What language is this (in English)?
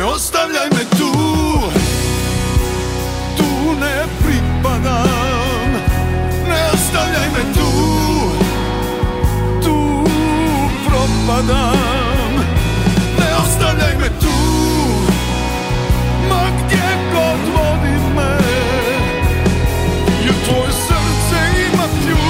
Croatian